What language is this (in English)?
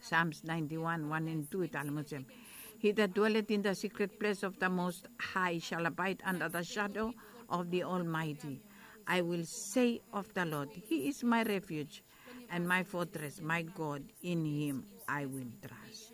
Bislama